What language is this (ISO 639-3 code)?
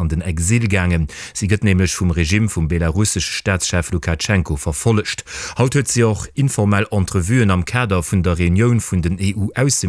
ltz